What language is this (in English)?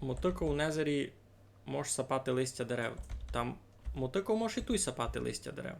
Rusyn